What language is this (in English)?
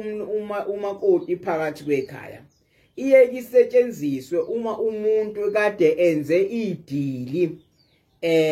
Zulu